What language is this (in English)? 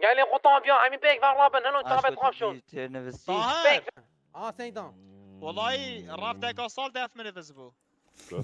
Kurdish